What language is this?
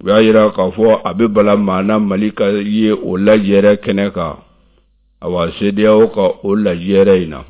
Bambara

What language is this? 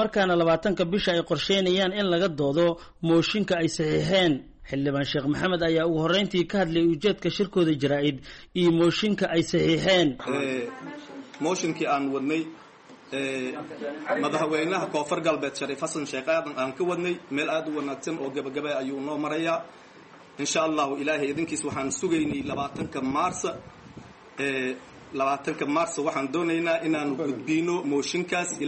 Somali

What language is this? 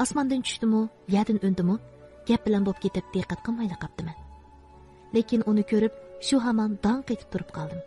Uyghur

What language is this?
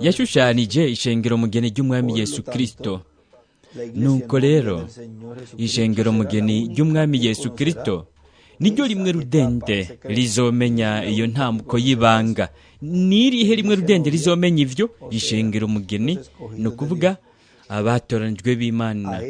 Rundi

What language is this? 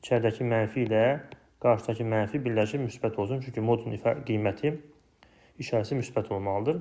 Azerbaijani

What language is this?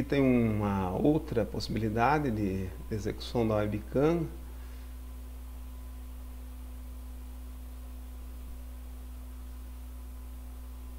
Portuguese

